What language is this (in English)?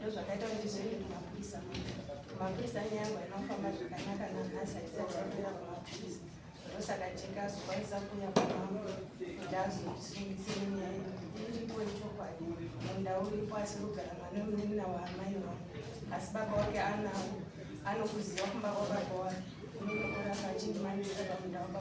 Shona